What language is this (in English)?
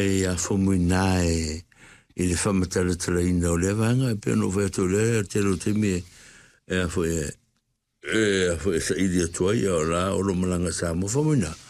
Samoan